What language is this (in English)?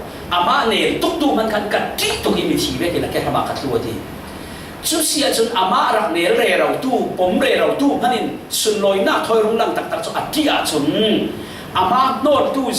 Falam Chin